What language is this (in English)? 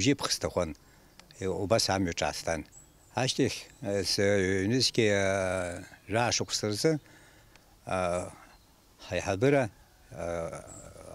Abkhazian